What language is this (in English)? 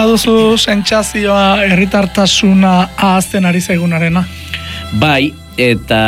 Basque